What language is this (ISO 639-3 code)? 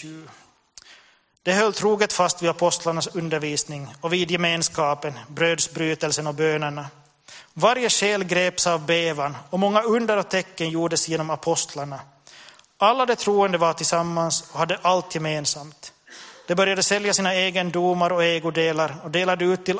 swe